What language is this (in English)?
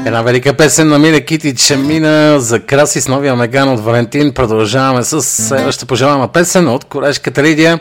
Bulgarian